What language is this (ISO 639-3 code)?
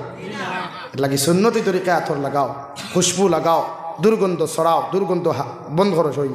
syl